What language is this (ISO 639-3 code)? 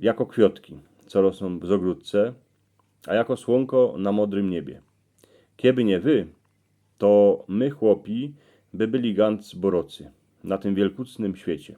szl